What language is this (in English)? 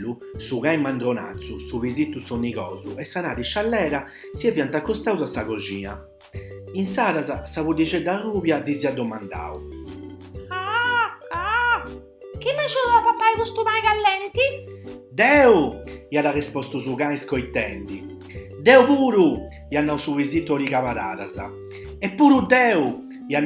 Sardinian